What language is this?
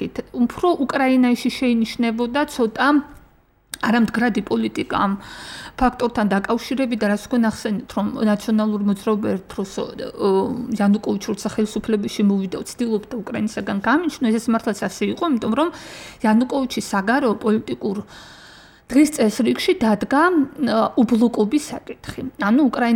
Georgian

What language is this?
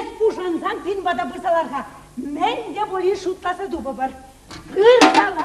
Chuvash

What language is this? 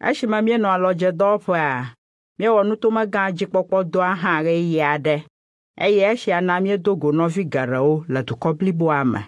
Ewe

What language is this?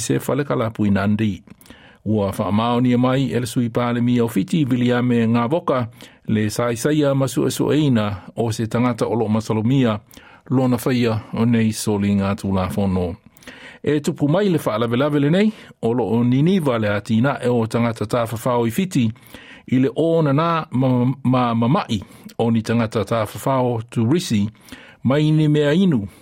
Samoan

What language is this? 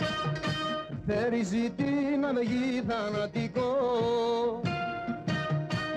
Greek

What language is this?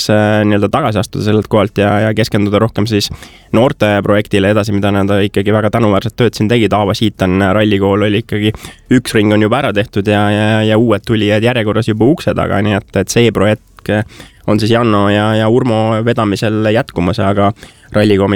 Estonian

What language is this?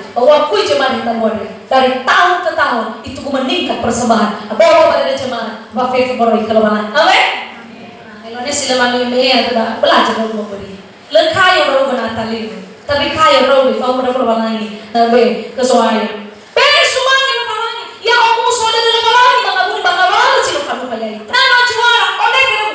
Nias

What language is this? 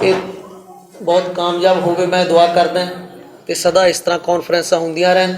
Western Panjabi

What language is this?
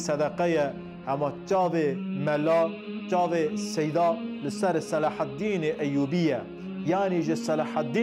Kurdish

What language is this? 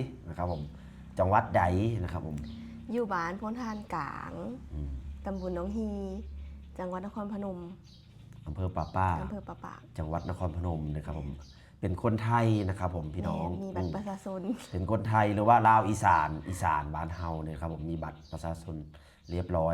Lao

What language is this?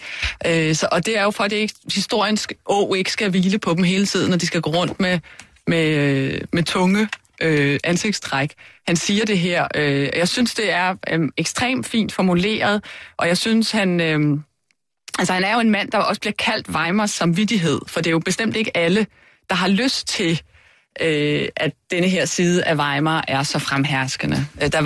Danish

